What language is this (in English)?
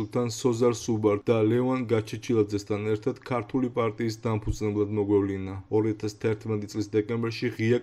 Georgian